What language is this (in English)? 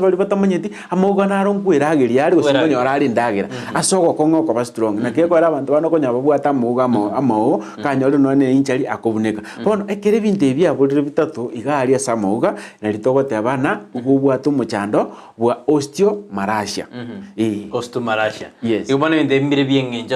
Gusii